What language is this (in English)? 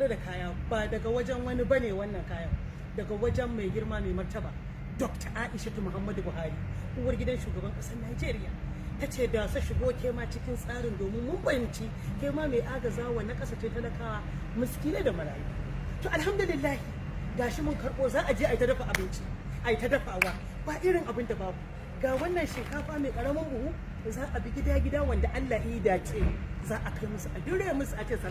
Hausa